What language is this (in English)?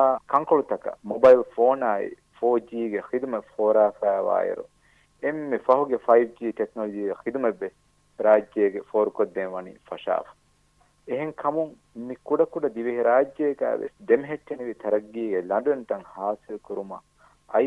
Divehi